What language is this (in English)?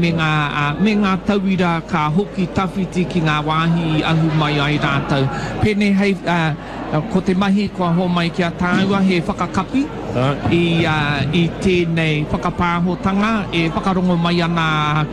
Māori